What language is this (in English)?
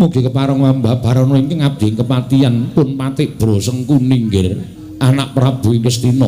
Javanese